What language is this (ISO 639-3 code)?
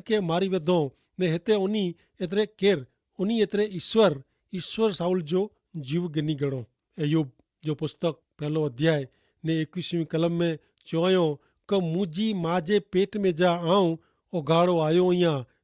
kfr